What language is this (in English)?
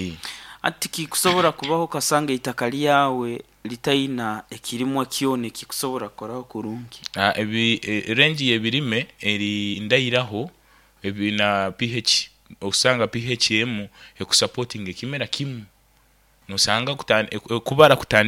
Nyoro